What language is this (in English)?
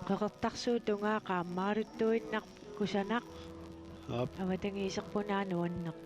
Kalaallisut